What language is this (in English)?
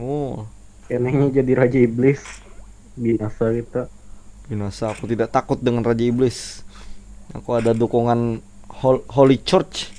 Banjar